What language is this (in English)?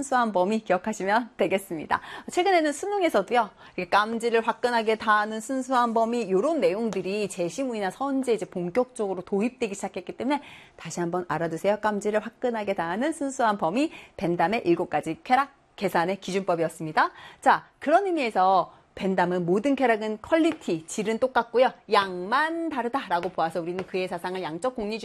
Korean